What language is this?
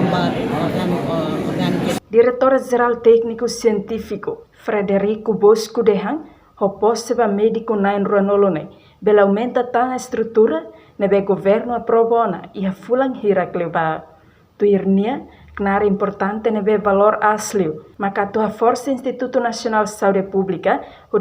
Tetum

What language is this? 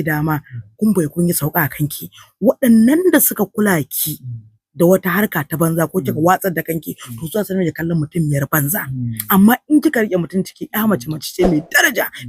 Hausa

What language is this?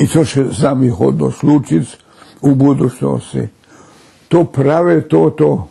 Rusyn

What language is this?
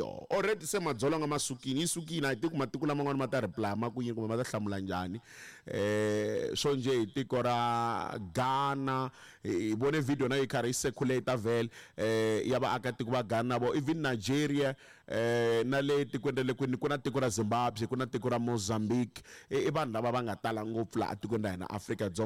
Tsonga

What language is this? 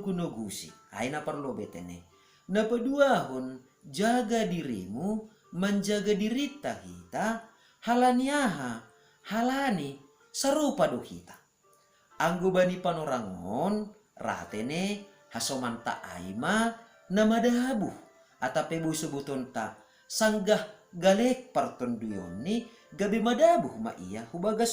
Batak Simalungun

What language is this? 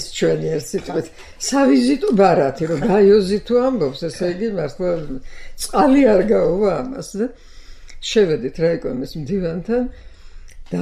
Georgian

